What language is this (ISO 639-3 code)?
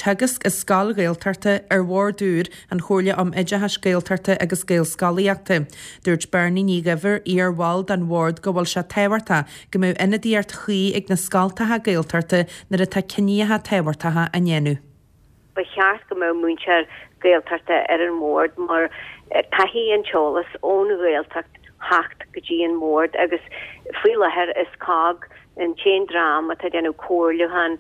gle